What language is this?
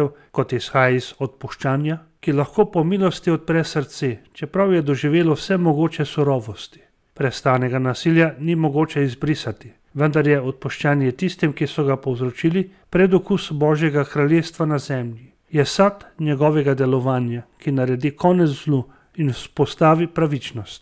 Slovenian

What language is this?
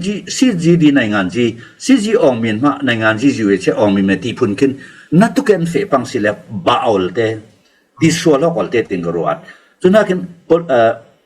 Falam Chin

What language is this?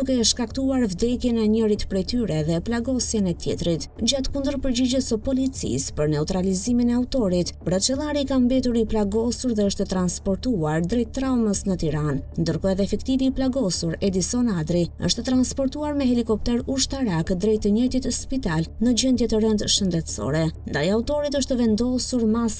Albanian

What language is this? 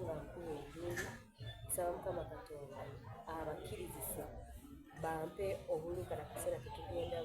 Soga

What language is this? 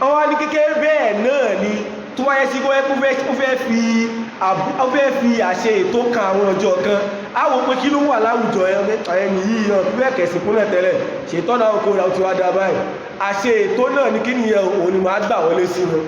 Yoruba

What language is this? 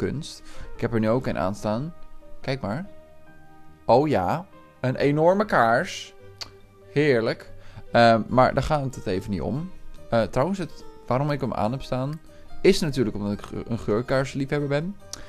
Dutch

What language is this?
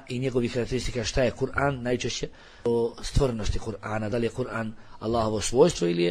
Bosnian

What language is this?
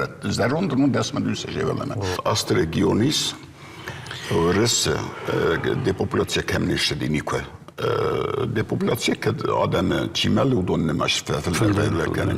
Ossetic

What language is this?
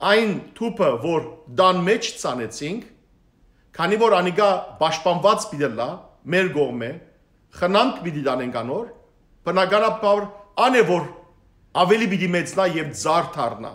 Western Armenian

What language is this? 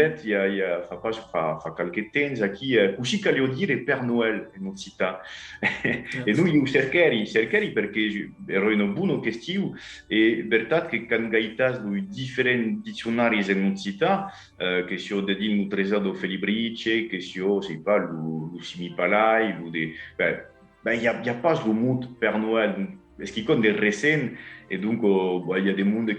Occitan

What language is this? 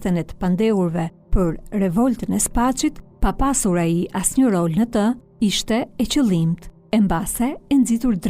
Albanian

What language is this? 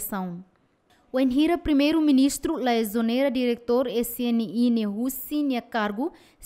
Tetum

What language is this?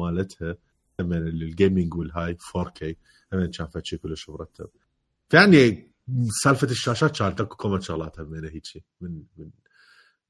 Mesopotamian Arabic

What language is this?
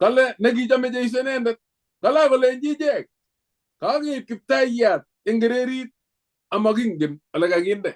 Kalenjin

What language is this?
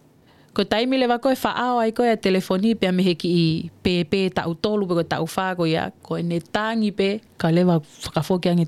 Tongan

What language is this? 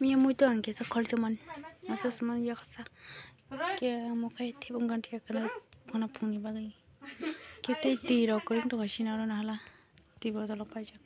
Kok Borok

